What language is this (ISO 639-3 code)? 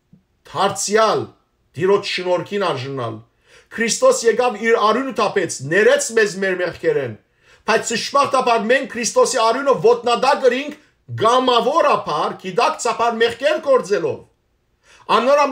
hyw